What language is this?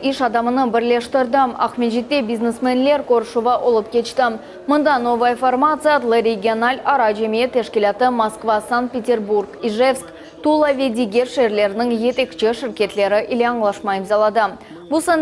Crimean Tatar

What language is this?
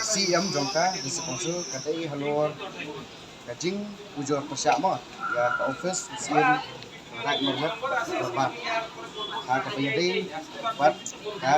Khasi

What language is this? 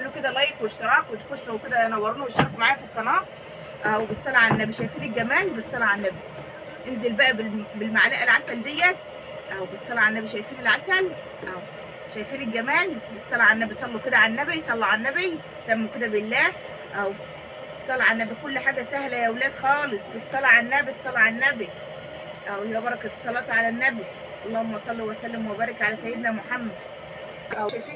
Egyptian Arabic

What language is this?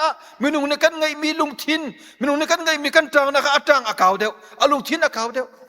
Hakha Chin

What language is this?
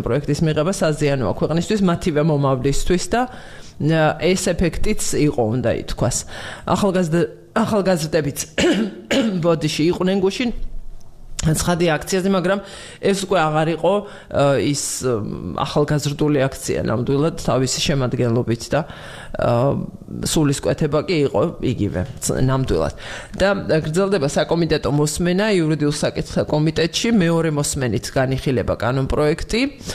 Georgian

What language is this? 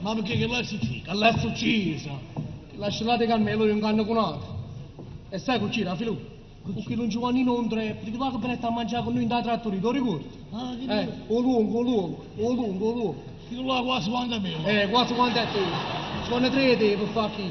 Neapolitan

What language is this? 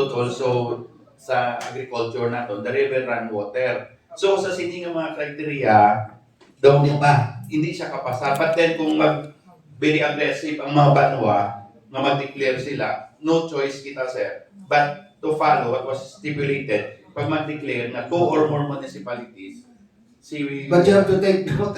Hiligaynon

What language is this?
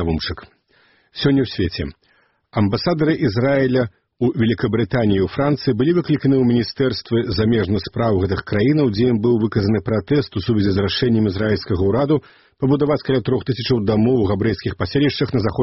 Belarusian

